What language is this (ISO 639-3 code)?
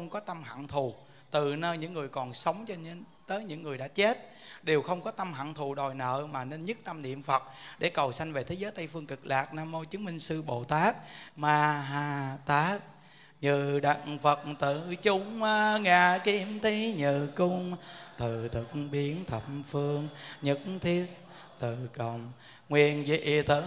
vie